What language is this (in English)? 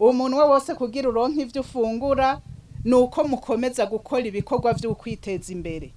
Rundi